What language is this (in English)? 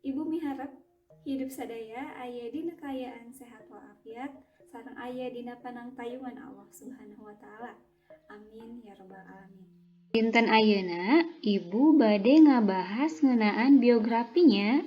Sundanese